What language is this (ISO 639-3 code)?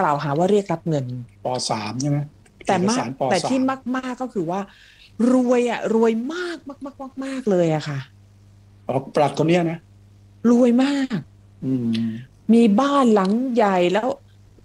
tha